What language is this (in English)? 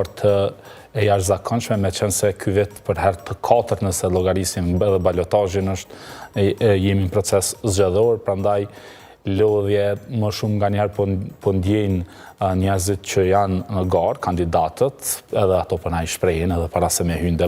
Albanian